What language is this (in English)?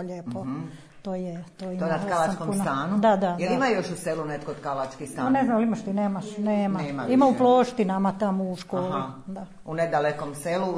Serbian